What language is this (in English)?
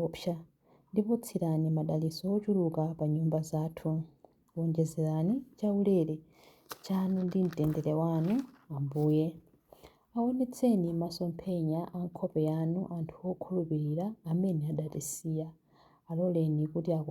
Nyanja